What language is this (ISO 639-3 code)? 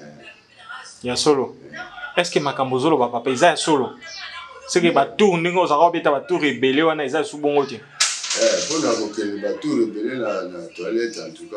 lin